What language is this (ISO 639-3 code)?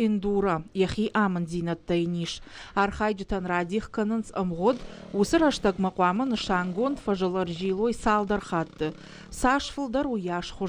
oss